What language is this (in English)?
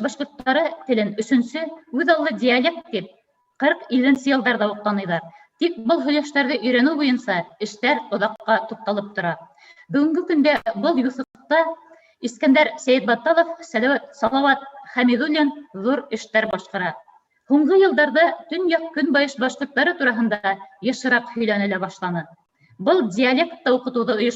Bashkir